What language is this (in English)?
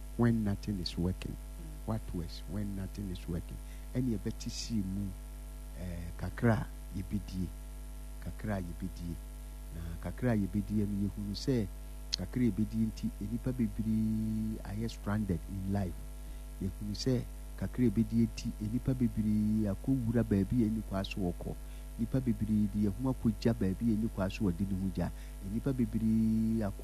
Akan